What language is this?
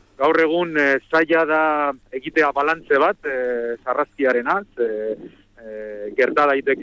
Basque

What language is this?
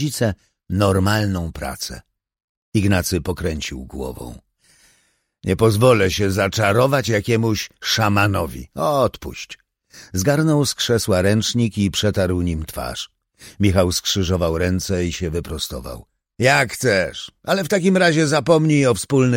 Polish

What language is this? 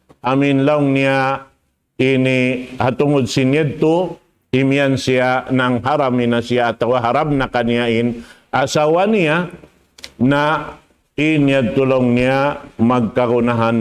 Tausug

